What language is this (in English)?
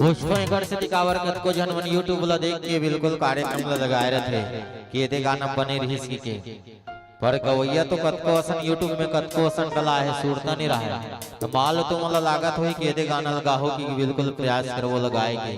Chhattisgarhi